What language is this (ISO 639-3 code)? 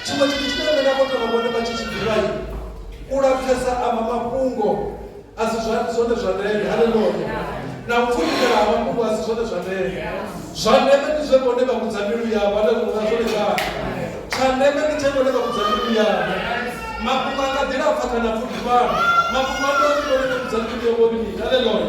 ven